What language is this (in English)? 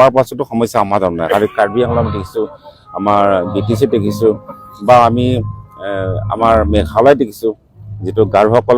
Assamese